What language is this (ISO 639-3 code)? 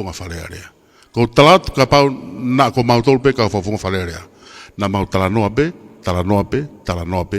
ton